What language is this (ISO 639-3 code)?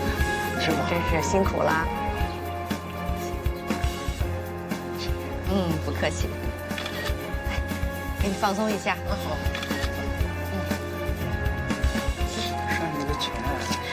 zho